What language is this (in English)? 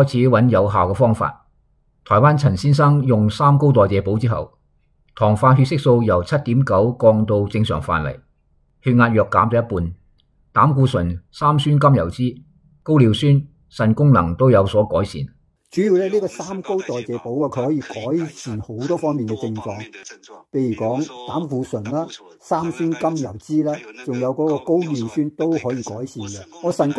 Cantonese